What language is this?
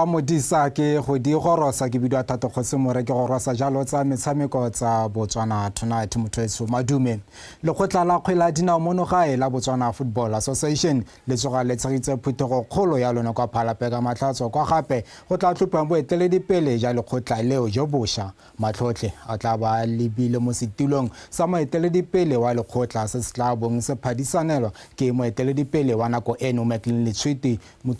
Tswana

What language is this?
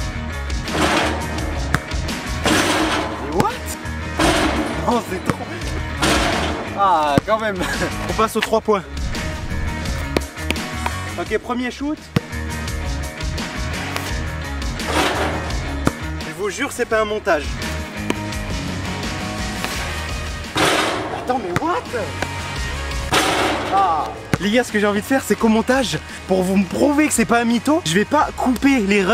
French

